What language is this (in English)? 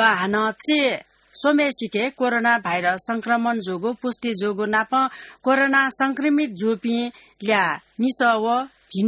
Newari